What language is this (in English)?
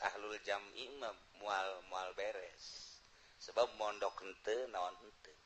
Sundanese